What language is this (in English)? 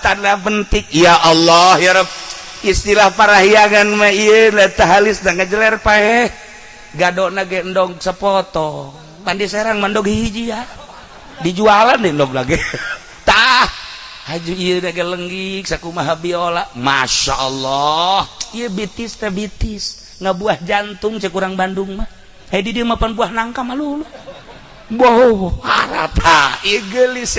Sundanese